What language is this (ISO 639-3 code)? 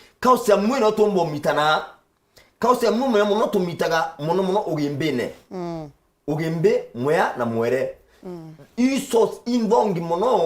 mer